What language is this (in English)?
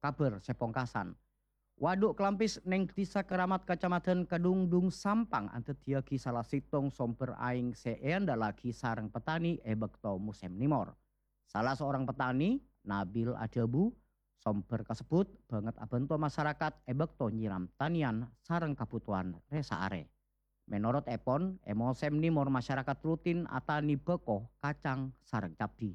Madurese